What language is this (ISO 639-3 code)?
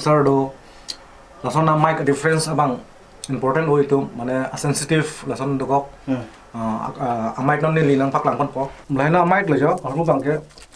mjw